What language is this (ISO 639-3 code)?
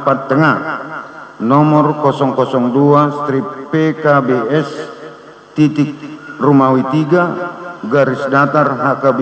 bbc